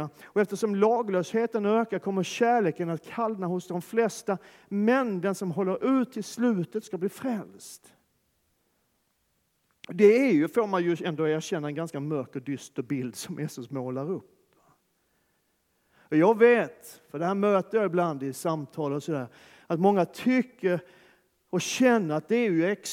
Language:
Swedish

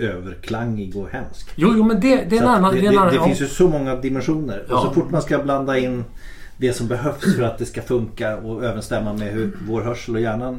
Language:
Swedish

